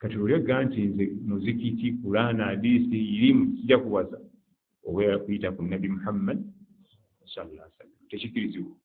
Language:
Ganda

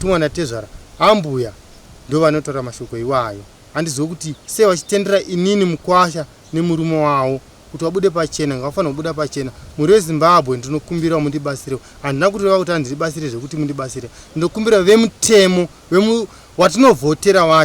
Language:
Shona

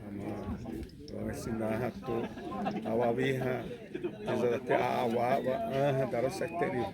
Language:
Xavánte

